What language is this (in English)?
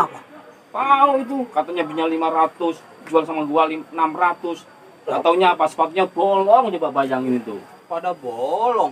Betawi